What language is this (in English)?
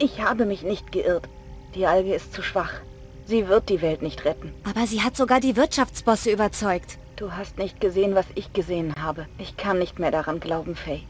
Bavarian